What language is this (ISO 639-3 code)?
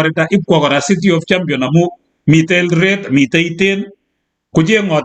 kln